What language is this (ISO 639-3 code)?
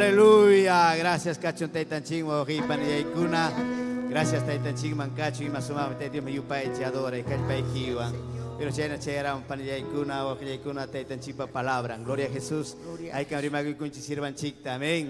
quy